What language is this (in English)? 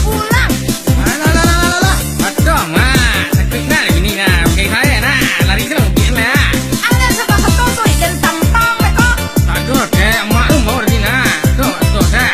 Minangkabau